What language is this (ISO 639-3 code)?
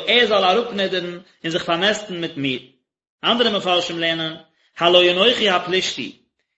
yid